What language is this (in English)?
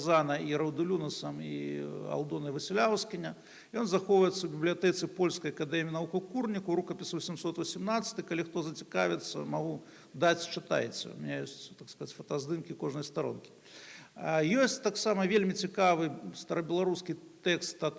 Belarusian